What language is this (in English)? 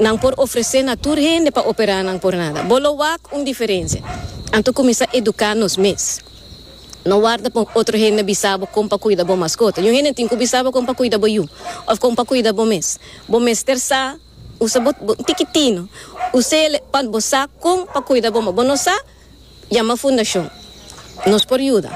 Papiamento